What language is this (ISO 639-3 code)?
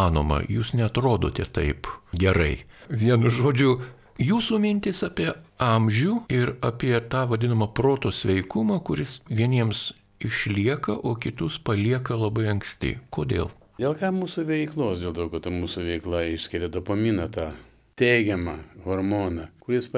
lit